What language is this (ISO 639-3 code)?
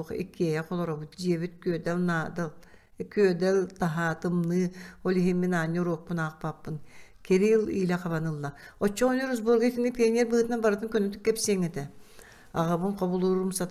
sah